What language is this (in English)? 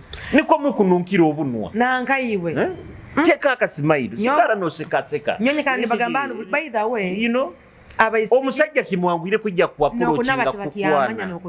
Nyoro